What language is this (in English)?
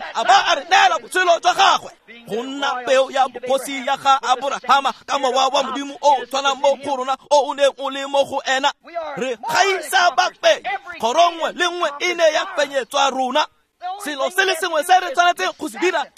Tswana